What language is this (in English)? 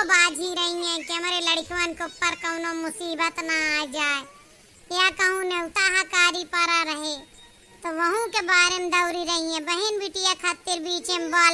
Awadhi